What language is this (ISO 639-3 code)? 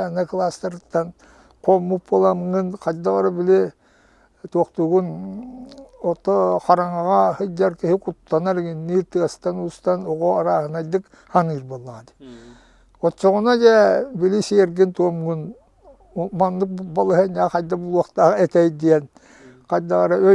sah